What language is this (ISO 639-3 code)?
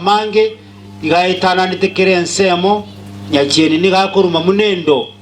guz